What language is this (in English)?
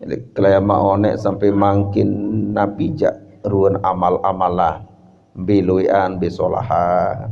Sasak